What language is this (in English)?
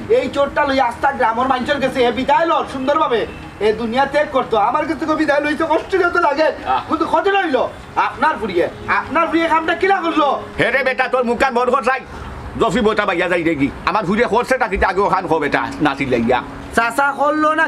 Sylheti